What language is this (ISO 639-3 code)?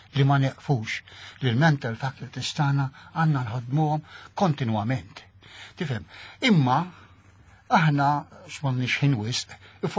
mlt